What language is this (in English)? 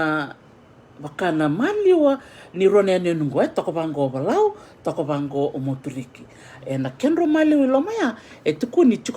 Fijian